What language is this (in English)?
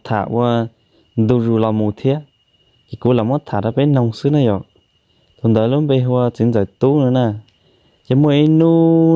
Hmong